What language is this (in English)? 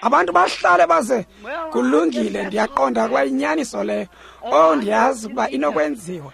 Xhosa